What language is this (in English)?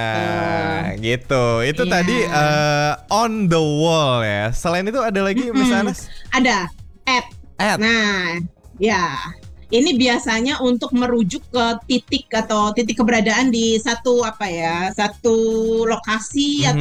Indonesian